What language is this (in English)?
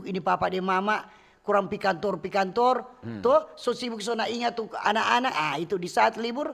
Manado Malay